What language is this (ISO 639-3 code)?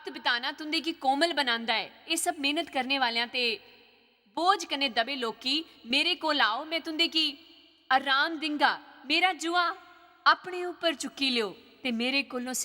doi